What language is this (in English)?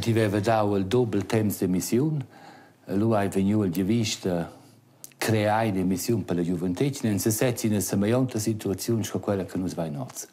Romansh